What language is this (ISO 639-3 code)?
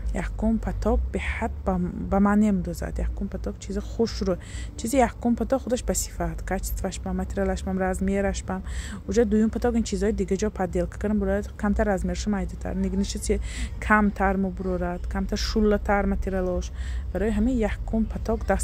tgk